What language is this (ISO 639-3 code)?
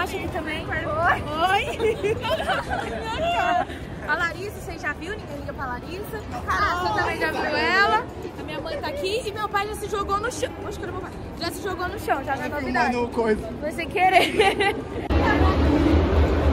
por